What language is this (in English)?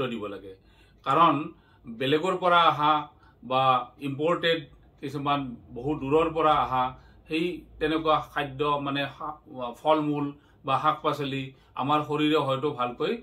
Assamese